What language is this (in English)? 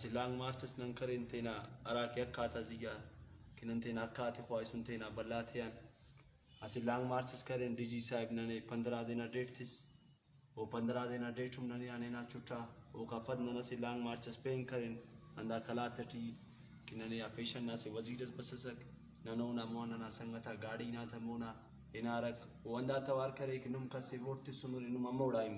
Brahui